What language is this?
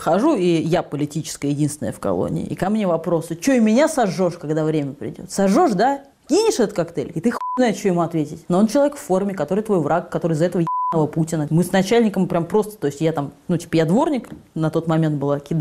Russian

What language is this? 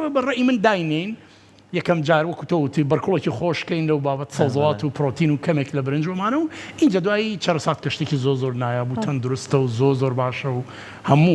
Central Kurdish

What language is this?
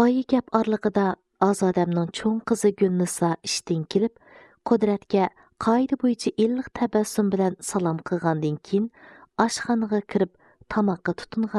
Uyghur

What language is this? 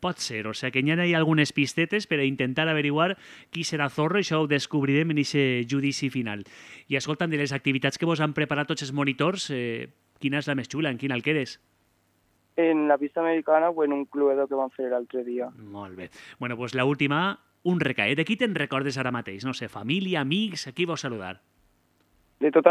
Catalan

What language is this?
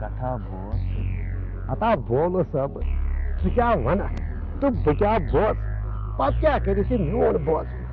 Kashmiri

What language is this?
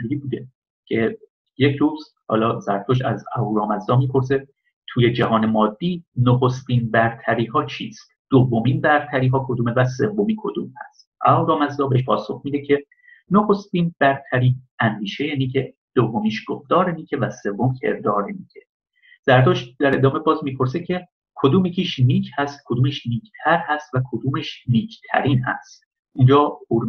Persian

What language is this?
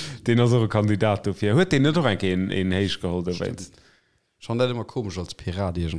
Luxembourgish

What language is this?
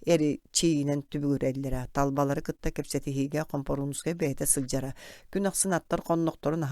Yakut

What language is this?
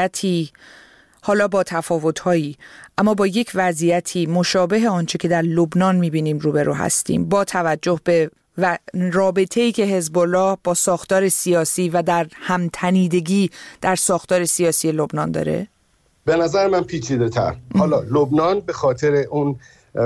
Persian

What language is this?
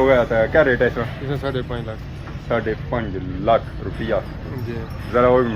Pahari-Potwari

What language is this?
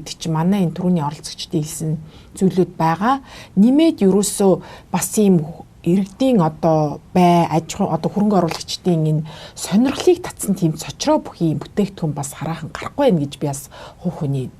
Mongolian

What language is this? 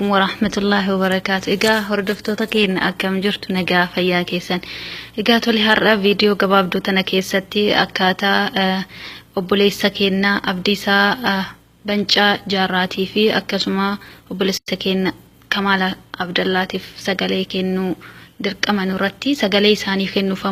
Oromo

